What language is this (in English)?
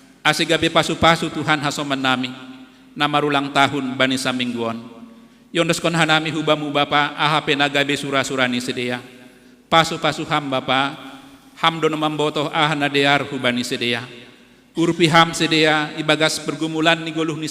Batak Simalungun